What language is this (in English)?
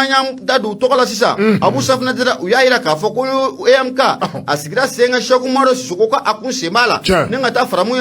Bambara